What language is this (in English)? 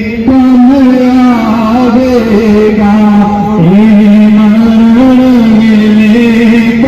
Pahari-Potwari